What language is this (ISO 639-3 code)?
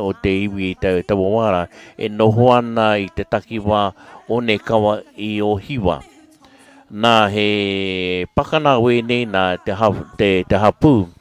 mri